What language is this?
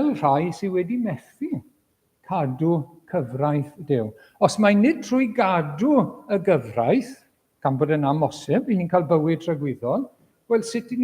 Welsh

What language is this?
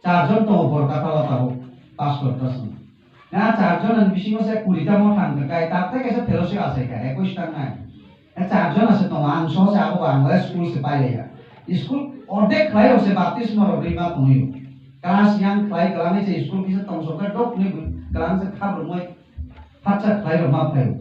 Kok Borok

